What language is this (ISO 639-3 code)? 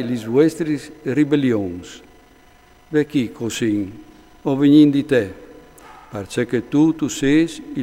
fur